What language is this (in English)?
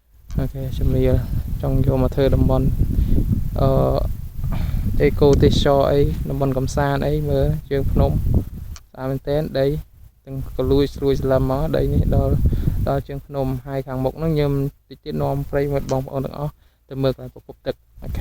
Khmer